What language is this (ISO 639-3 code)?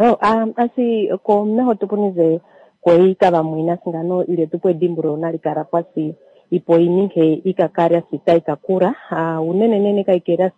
kua